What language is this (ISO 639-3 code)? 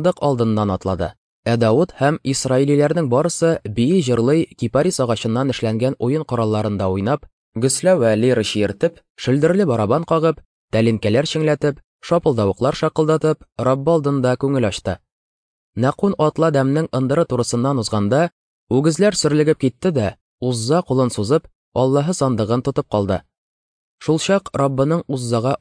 tat